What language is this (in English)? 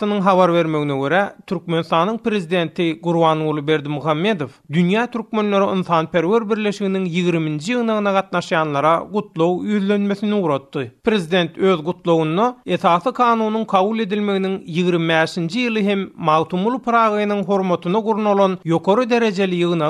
Turkmen